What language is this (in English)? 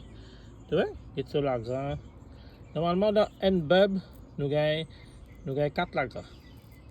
Morisyen